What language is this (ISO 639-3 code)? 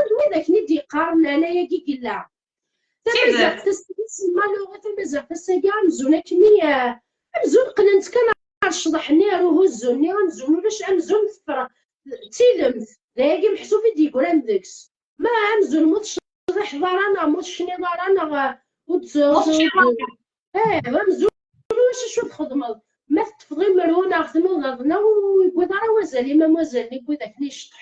kab